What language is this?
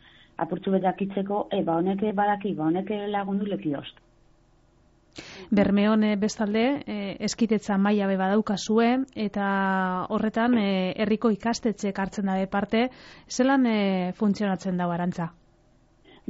Basque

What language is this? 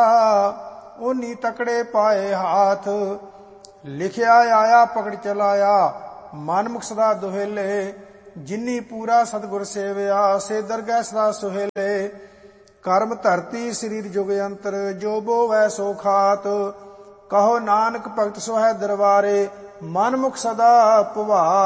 Punjabi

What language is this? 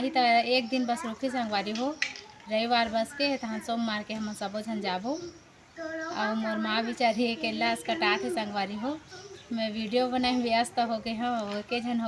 Chhattisgarhi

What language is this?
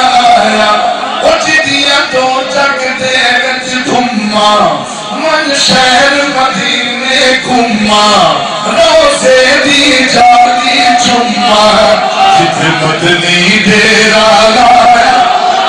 Saraiki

